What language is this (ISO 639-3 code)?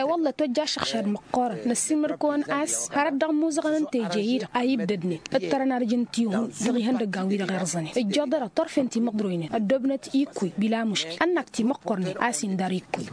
taq